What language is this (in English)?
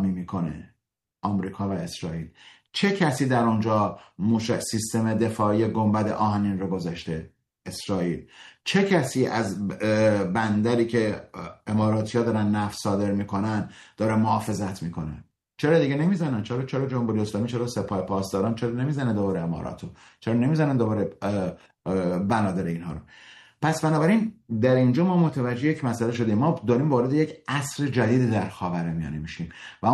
Persian